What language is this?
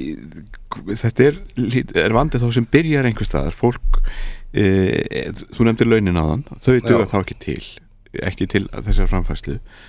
Icelandic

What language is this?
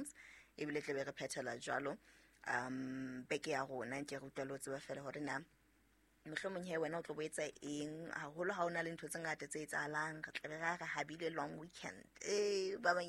Southern Sotho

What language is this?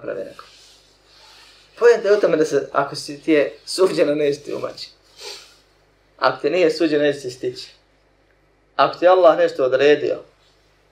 Bosnian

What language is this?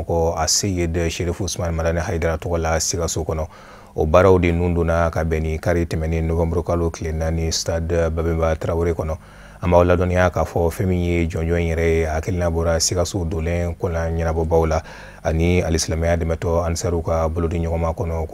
Bambara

